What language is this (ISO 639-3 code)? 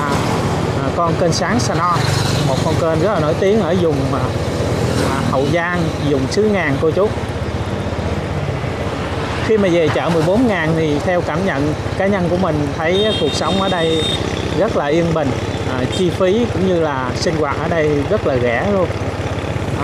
vie